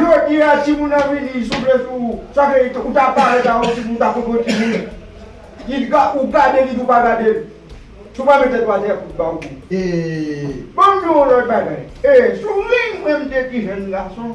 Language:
Haitian Creole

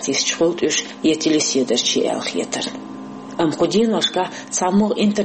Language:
Chechen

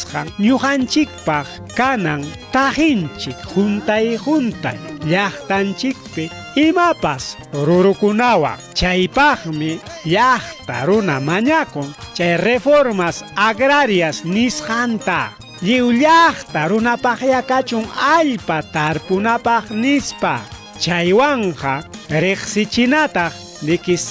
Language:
Ayacucho Quechua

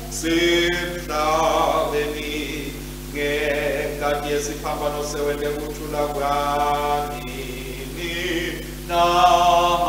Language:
Swati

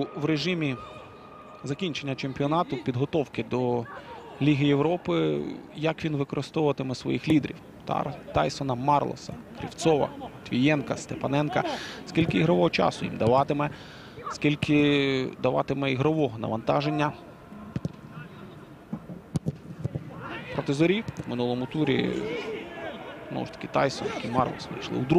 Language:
Ukrainian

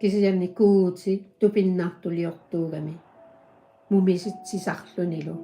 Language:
Kalaallisut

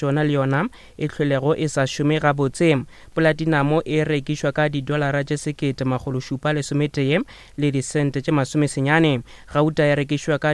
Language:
Northern Sotho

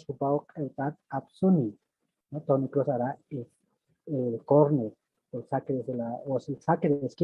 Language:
Aymara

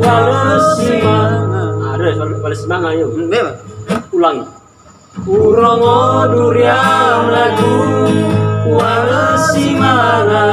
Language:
Nias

